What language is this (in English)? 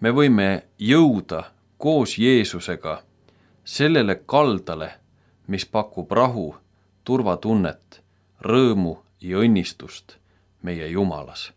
Estonian